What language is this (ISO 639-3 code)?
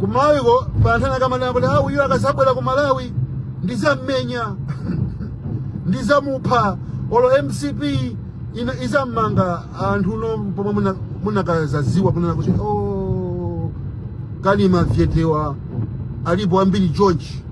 nya